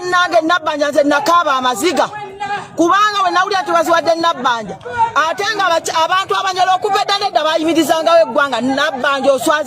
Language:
Ganda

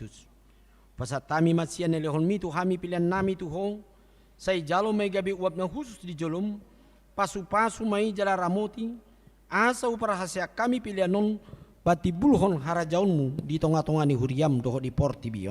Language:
Batak Toba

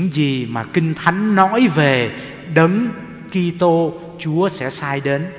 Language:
Vietnamese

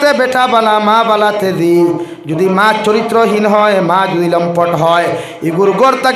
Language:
Sylheti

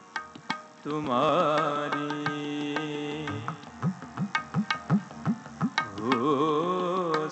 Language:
Punjabi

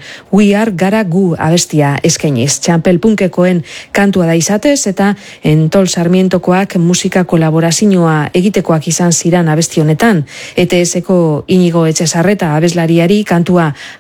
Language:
Basque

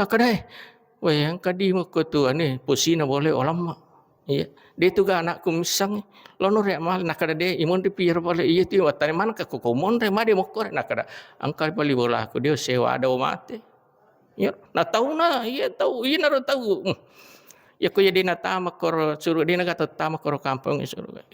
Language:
Buginese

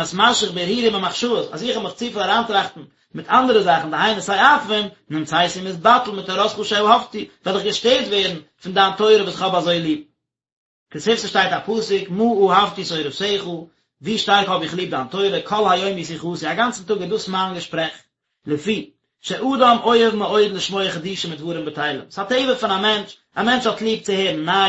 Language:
Yiddish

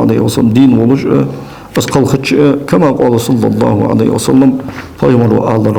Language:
Ingush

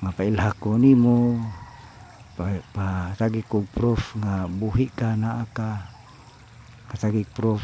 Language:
Cebuano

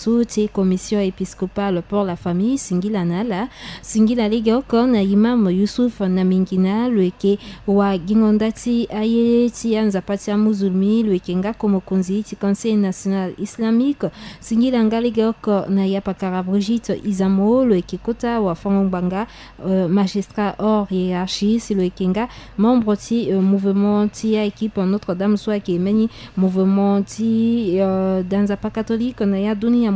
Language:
Sango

